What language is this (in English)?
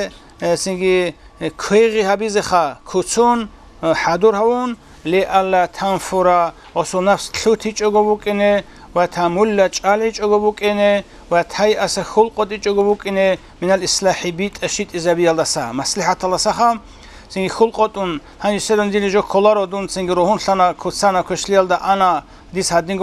Avaric